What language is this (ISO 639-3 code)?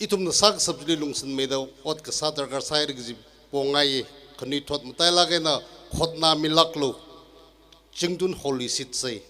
nmf